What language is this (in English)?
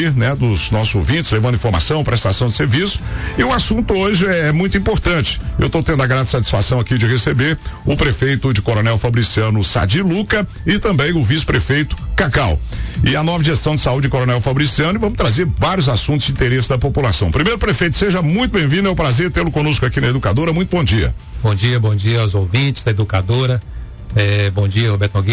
Portuguese